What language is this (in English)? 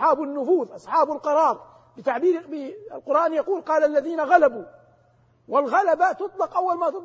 Arabic